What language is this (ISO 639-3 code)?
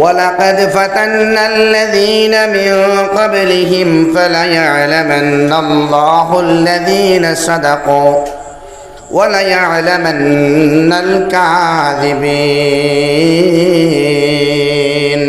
syl